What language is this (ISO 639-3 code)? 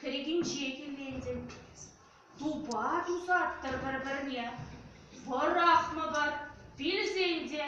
chv